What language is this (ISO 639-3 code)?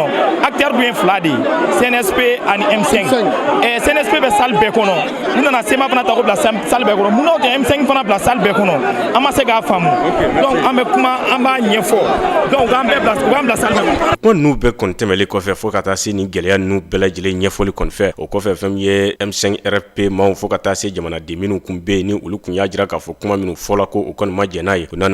bam